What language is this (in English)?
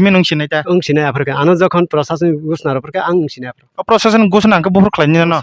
Kok Borok